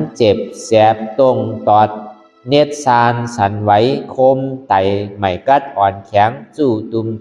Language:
Shan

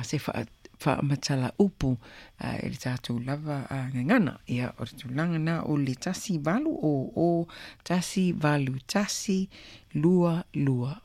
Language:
Samoan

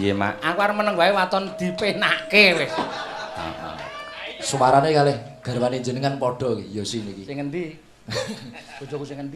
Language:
Javanese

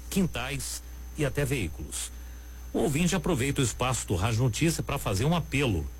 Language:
Portuguese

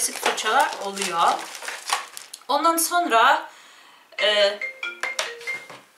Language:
Turkish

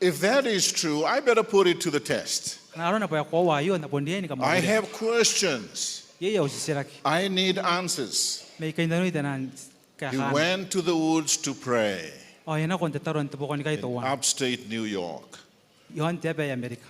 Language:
Gilbertese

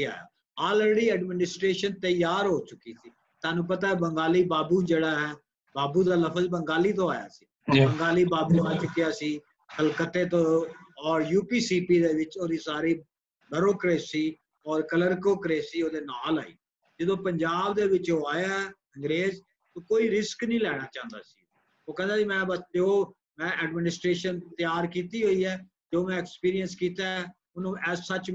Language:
Punjabi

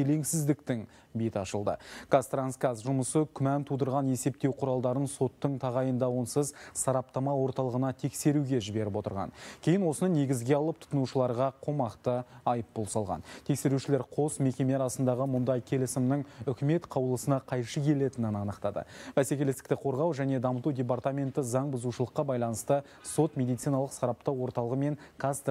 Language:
Kazakh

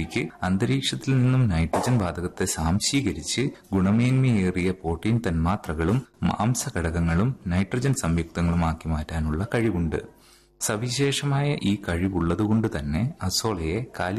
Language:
Malayalam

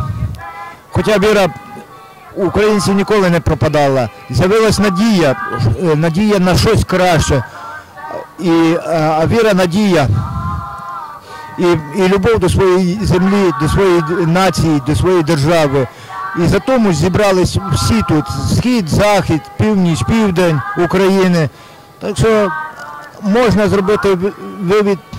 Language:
Ukrainian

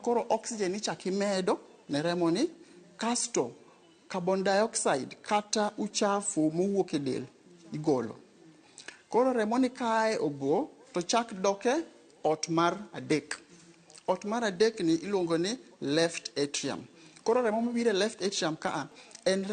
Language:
Luo (Kenya and Tanzania)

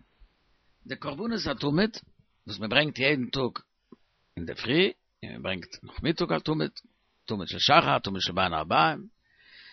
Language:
Yiddish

